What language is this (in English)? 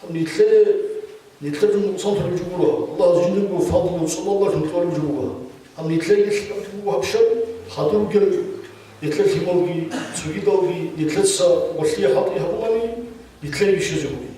Avaric